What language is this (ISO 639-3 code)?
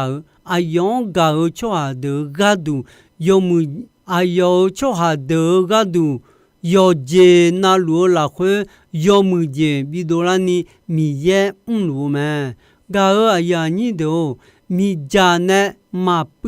ahk